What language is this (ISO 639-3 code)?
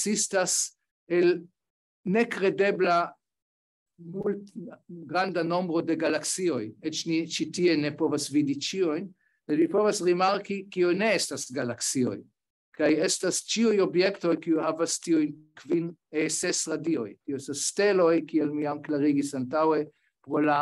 epo